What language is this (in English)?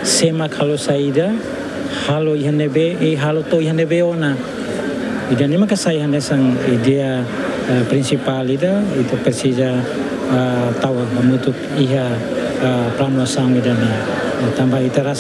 Tetum